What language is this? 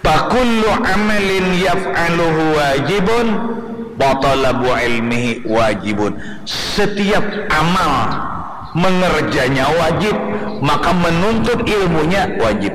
Banjar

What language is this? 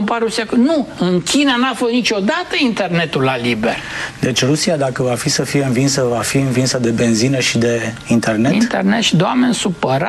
Romanian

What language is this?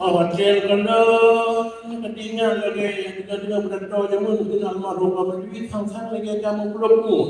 Achinese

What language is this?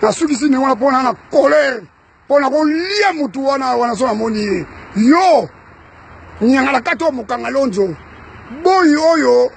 Lingala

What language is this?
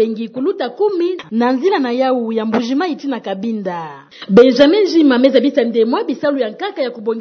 Kituba (Democratic Republic of Congo)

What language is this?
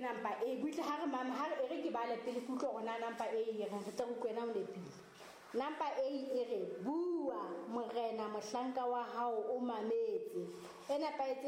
Southern Sotho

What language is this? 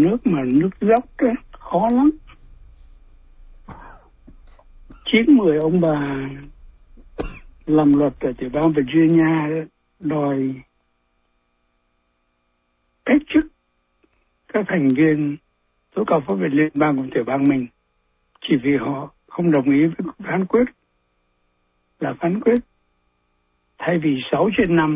Vietnamese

